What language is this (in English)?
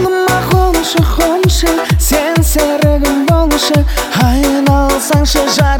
Kazakh